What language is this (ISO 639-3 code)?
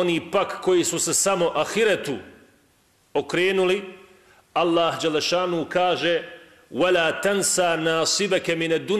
bos